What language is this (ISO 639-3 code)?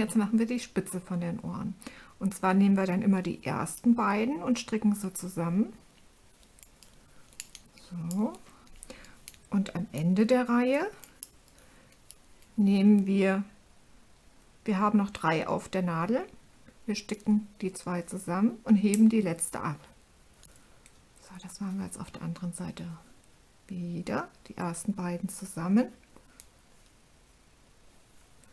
deu